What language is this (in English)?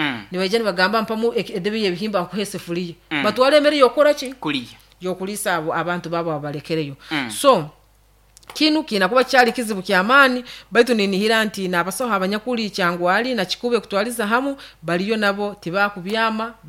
Nyoro